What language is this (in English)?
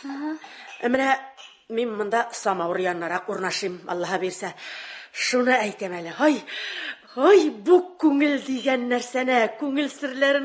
Tatar